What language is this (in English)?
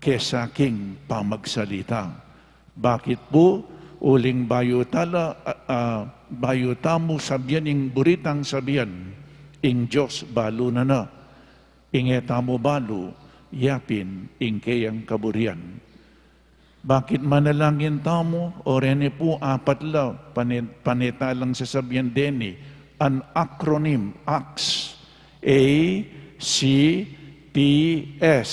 Pampanga